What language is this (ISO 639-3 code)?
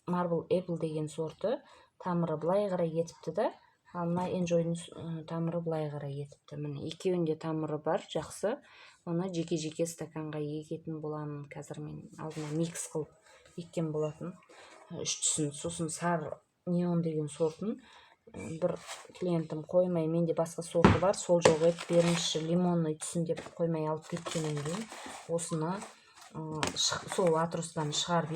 kaz